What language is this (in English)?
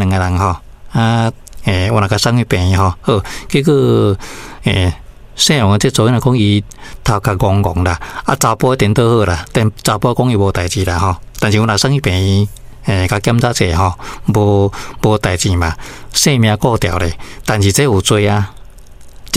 Min Nan Chinese